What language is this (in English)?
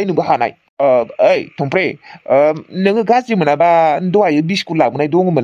Bodo